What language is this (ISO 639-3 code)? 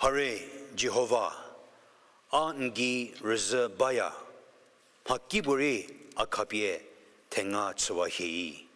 njm